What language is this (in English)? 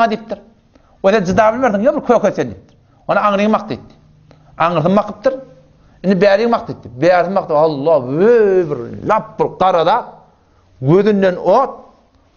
Turkmen